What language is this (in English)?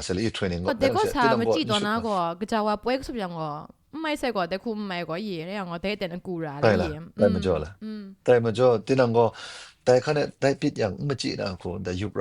Kachin